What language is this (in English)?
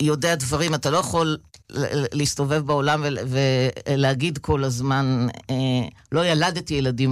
Hebrew